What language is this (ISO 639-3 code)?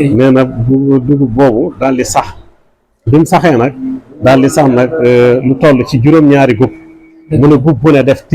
wol